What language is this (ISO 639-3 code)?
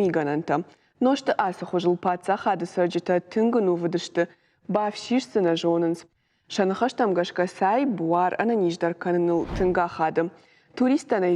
oss